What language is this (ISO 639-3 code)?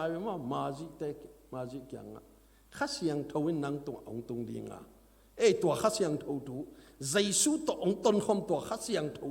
ctd